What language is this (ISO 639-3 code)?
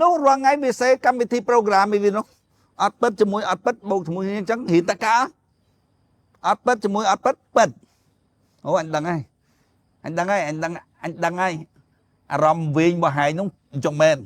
khm